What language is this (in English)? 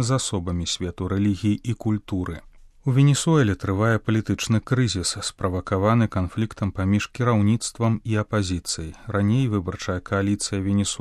Belarusian